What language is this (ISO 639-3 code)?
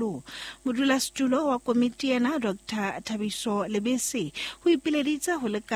sot